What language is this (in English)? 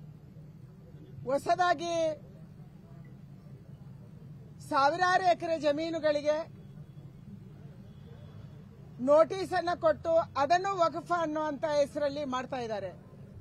Kannada